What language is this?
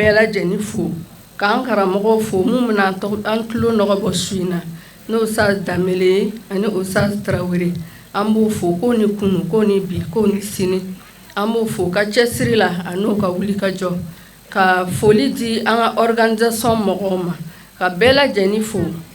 Bambara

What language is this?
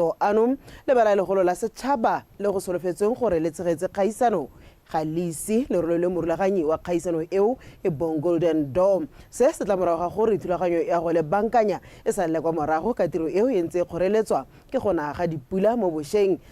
Tswana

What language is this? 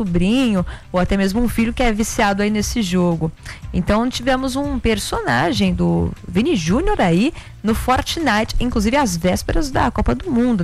Portuguese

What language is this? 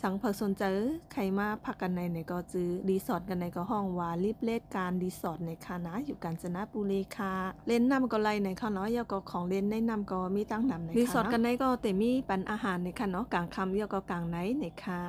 Shan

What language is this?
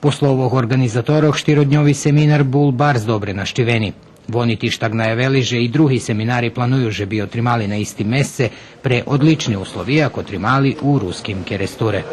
Rusyn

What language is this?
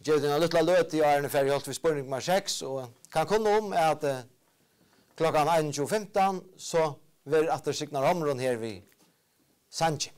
Faroese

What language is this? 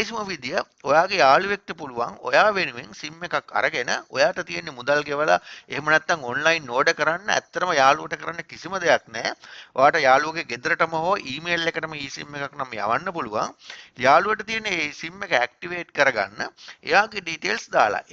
Sinhala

